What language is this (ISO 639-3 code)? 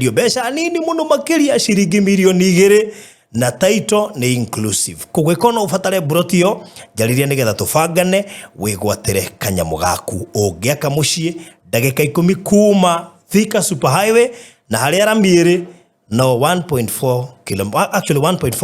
kik